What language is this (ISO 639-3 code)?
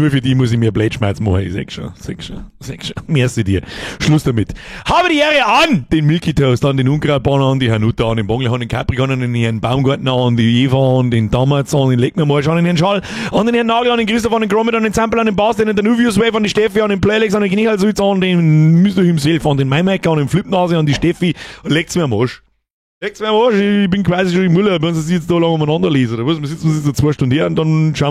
bar